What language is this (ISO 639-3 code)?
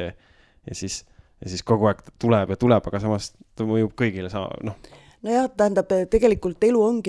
est